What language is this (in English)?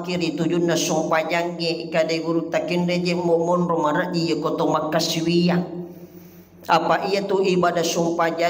Buginese